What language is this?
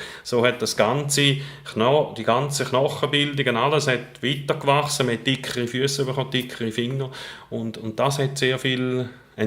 Swiss German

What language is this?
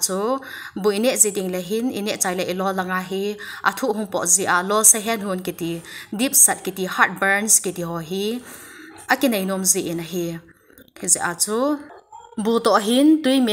Thado Chin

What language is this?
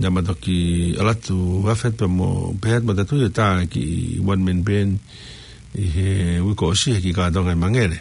Tongan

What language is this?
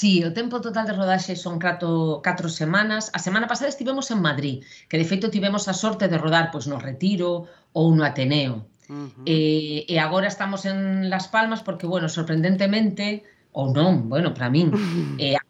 Galician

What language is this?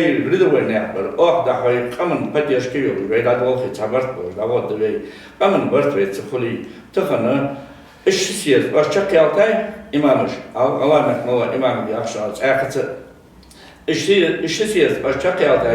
Ingush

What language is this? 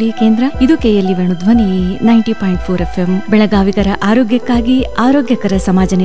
Kannada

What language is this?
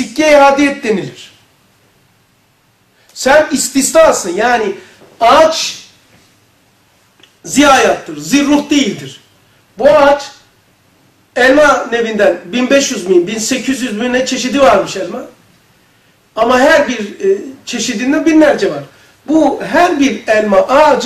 Turkish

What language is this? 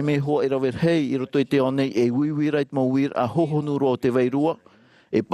Tahitian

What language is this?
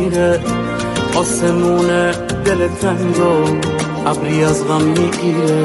Persian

